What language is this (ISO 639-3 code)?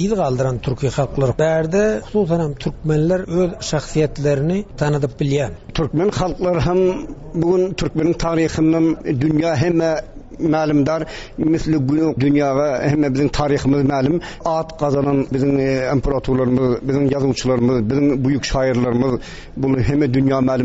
tuk